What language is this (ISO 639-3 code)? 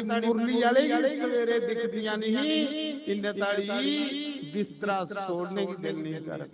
doi